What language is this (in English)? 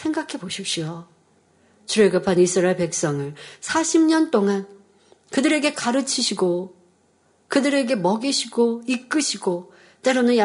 Korean